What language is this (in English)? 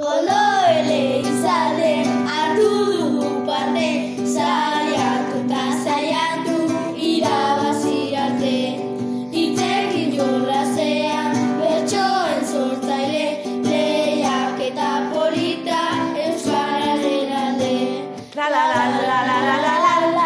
Basque